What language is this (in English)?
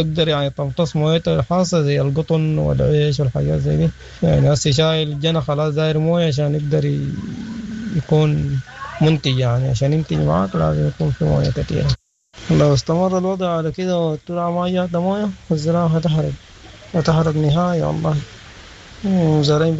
Sudanese Arabic